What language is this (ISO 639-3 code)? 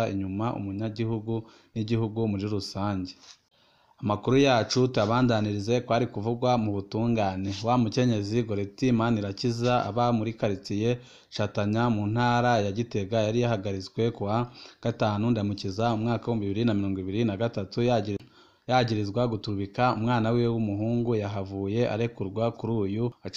run